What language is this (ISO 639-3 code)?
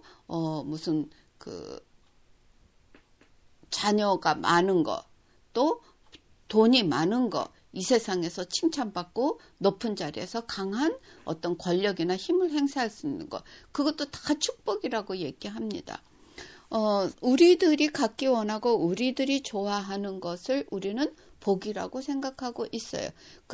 kor